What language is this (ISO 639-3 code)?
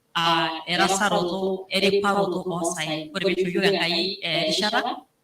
mas